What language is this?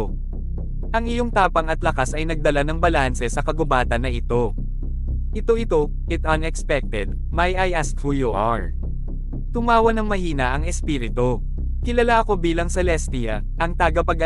Filipino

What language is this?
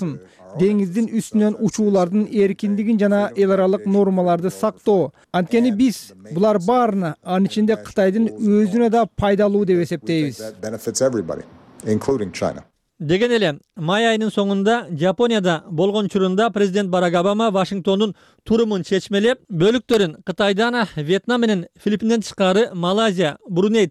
Kyrgyz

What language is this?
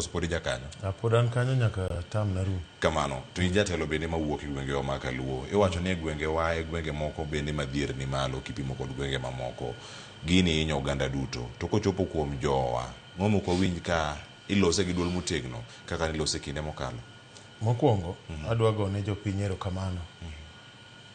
Luo (Kenya and Tanzania)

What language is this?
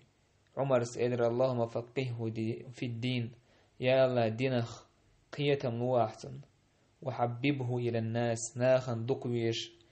Chechen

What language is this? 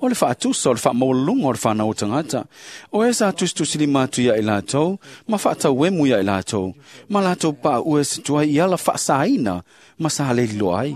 Samoan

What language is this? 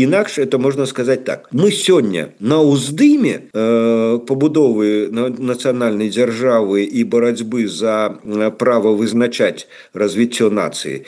Belarusian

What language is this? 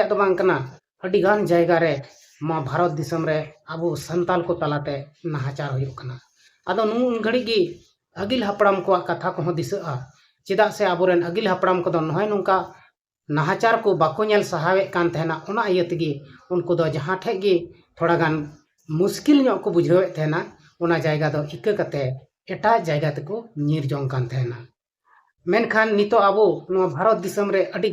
Santali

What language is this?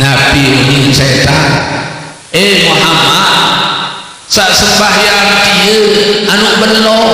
Sasak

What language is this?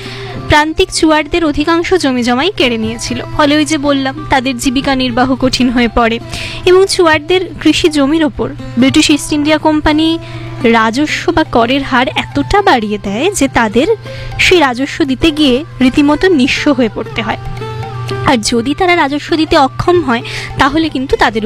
Bangla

